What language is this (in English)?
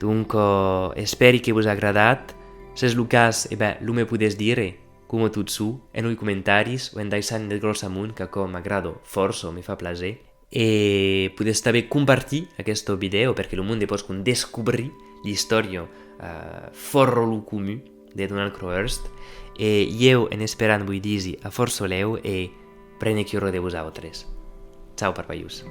Occitan